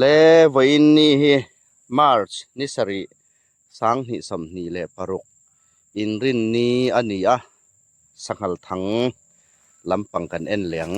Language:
Hmar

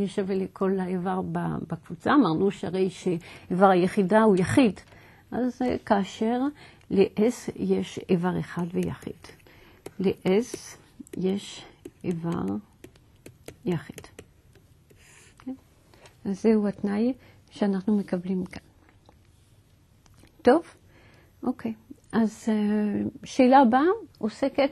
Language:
Hebrew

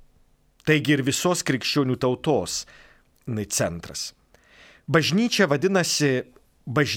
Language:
Lithuanian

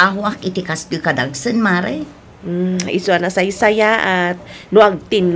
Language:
Iloko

